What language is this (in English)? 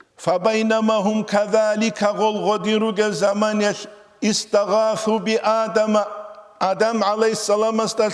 Avaric